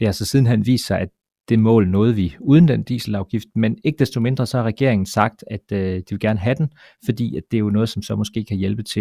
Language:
Danish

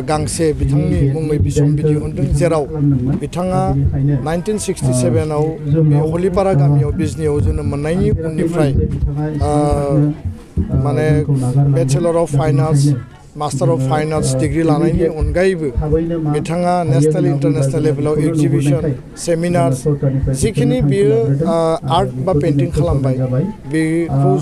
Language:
Bodo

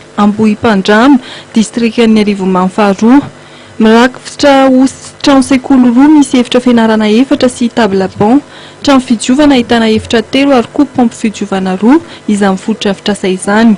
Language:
Malagasy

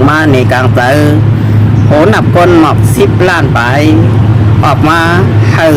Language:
Shan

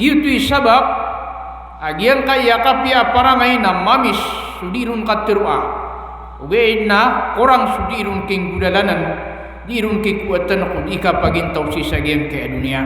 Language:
Maranao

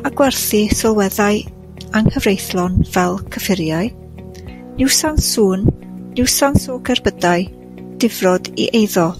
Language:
Welsh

